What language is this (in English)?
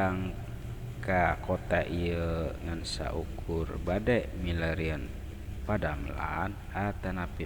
Sundanese